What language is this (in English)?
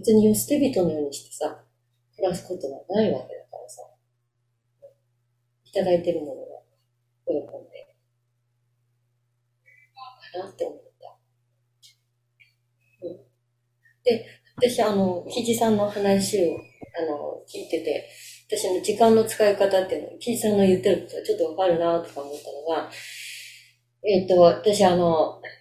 Japanese